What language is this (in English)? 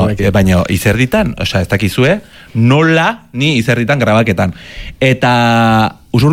Basque